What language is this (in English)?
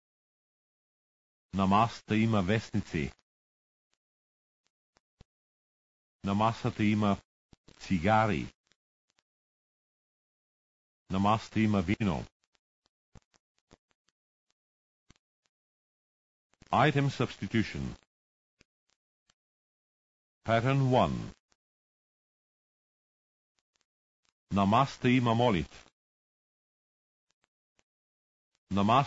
Bulgarian